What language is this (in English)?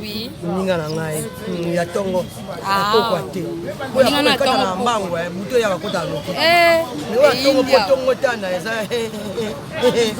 Lingala